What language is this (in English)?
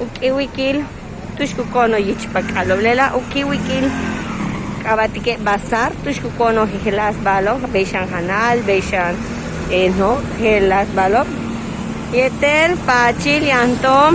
Yucateco